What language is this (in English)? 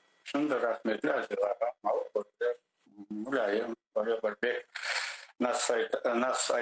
Crimean Tatar